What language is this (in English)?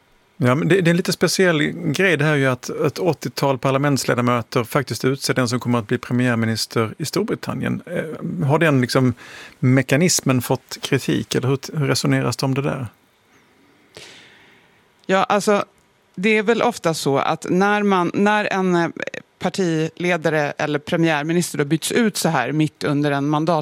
Swedish